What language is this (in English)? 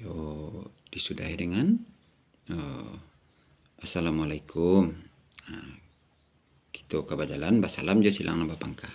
Minangkabau